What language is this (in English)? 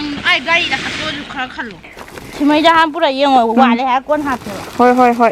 Manipuri